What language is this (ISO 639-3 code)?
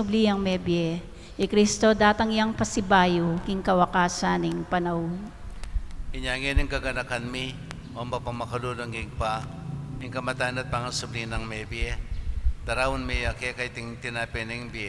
pam